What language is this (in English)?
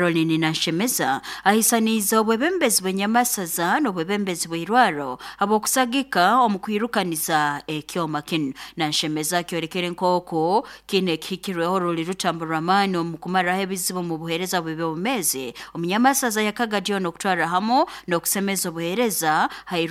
Nyoro